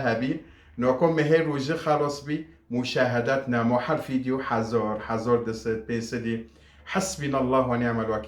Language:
Kurdish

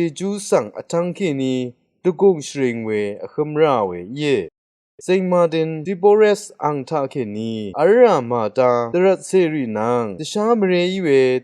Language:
Rawang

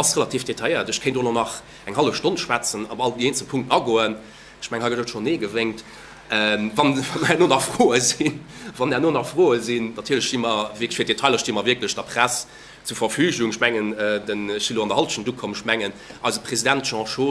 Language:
Luxembourgish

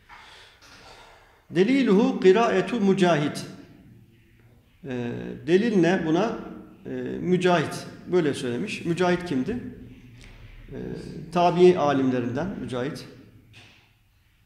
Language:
Turkish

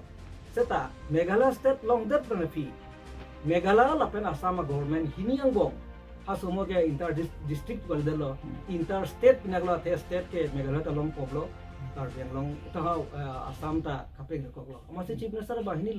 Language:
Karbi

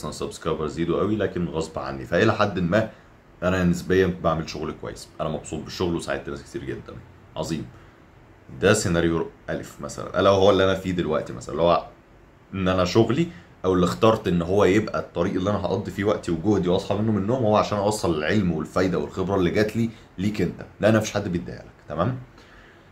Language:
Egyptian Arabic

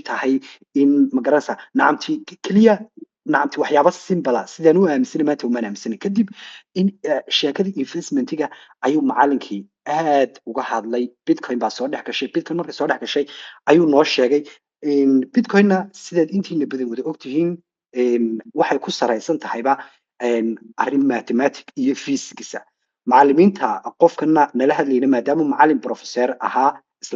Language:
Somali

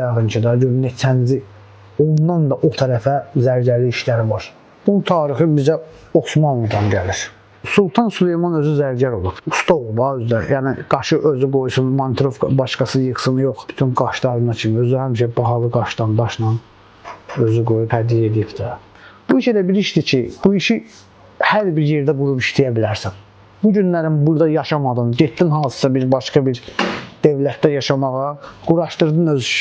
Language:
Azerbaijani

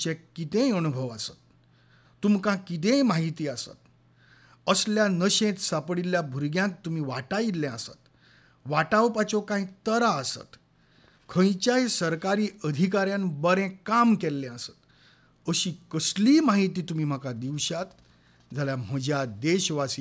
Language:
Konkani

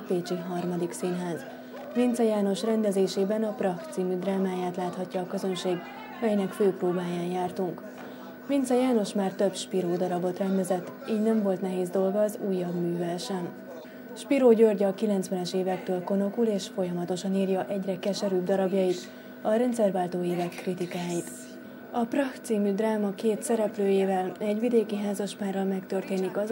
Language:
Hungarian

